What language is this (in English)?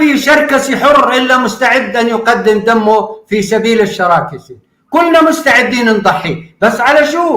North Levantine Arabic